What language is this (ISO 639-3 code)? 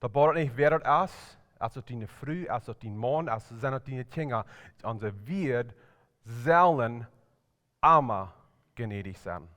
pdt